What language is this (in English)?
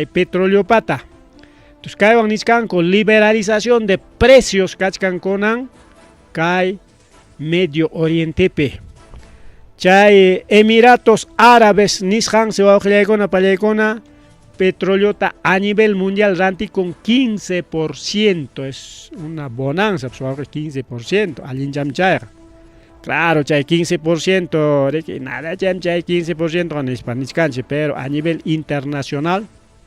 Ayacucho Quechua